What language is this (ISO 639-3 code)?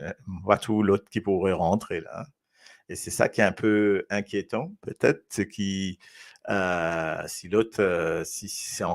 mfe